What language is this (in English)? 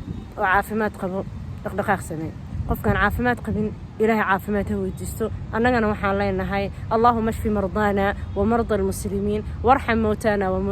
Somali